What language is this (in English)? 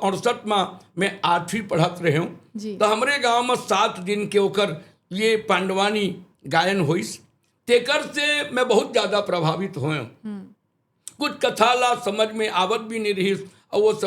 Chhattisgarhi